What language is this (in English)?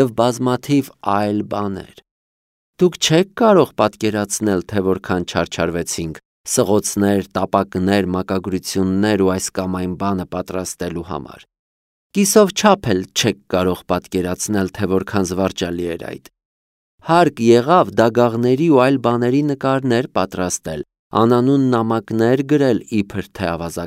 Armenian